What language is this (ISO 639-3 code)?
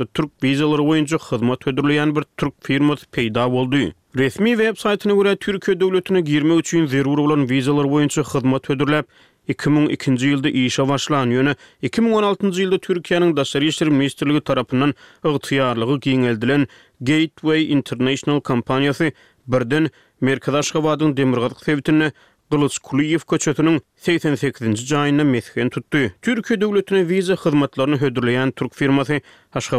tuk